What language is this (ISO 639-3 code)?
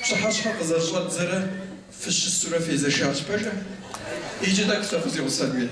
kbd